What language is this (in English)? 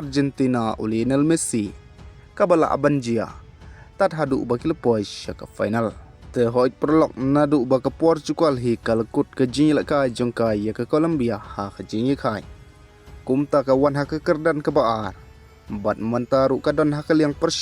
Khasi